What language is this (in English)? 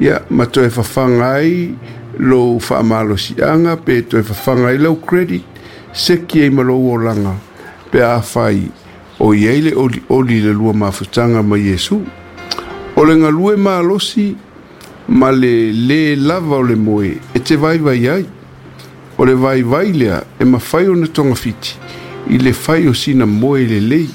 Samoan